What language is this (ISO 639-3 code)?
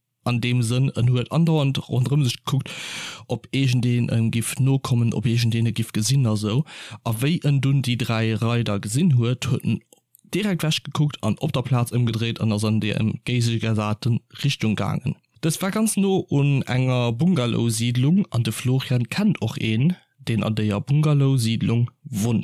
ltz